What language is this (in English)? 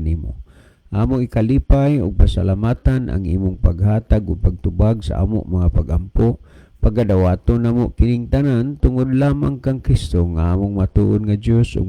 Cebuano